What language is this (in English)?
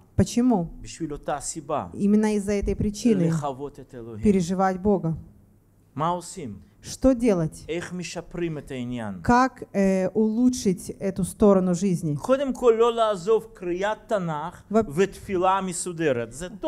Russian